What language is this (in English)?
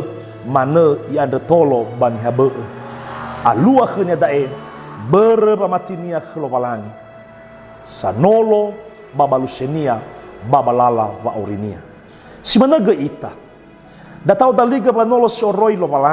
Nias